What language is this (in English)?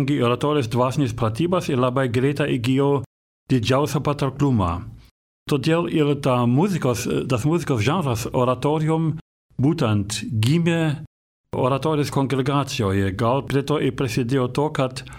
Lithuanian